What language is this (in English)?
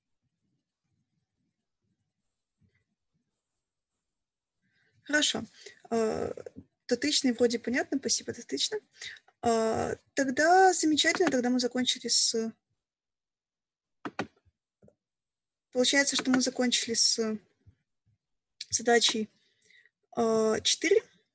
Russian